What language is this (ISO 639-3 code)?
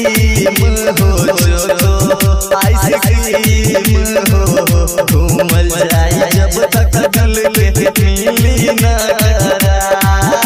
bho